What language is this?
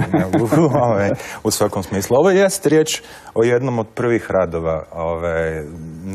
Croatian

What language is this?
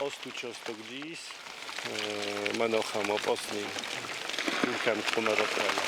Ossetic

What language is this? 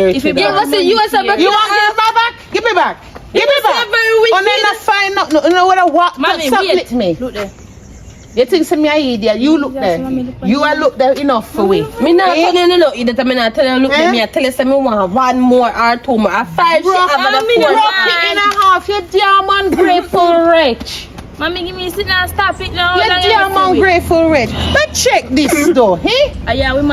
Jamaican Creole English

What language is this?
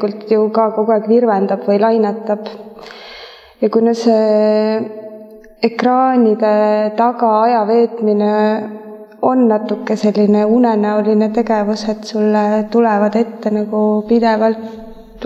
Estonian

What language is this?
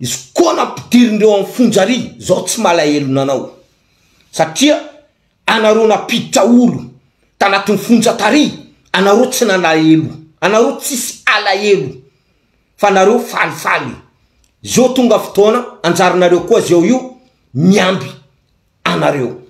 Malagasy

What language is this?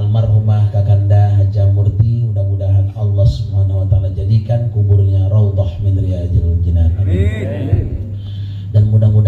Betawi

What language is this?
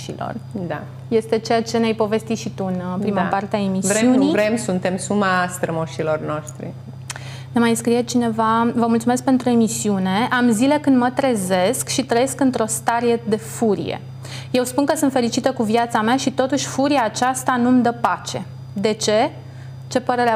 Romanian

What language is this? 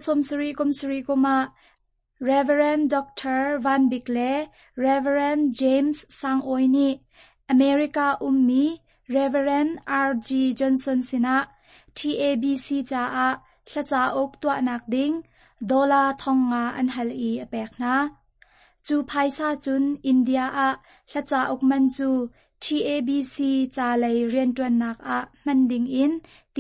Hakha Chin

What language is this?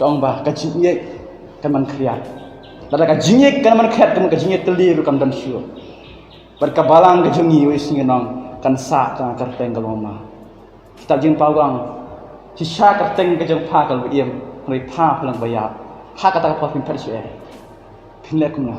Khasi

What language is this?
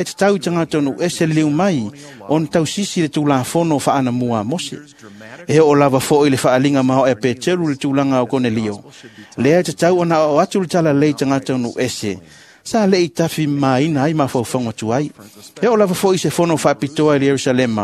Samoan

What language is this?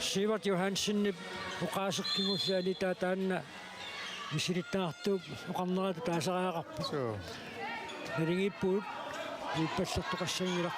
Kalaallisut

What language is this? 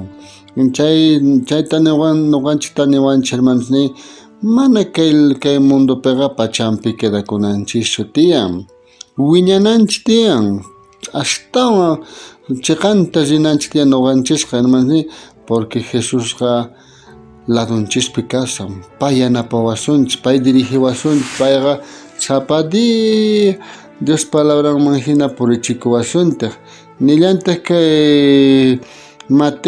South Bolivian Quechua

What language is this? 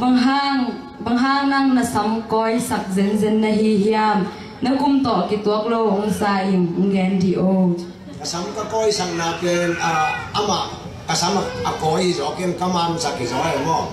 Tedim Chin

